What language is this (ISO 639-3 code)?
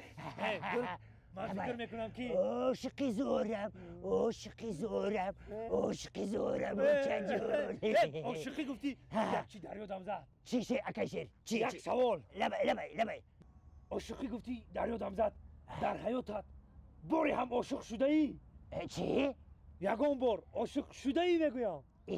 tgk